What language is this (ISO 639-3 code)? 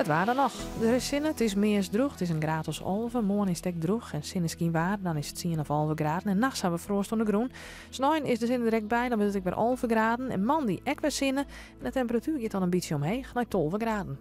fry